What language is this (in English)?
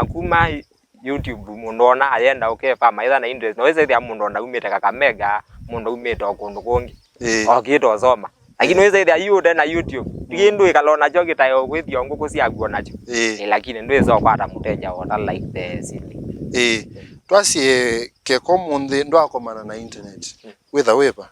Kamba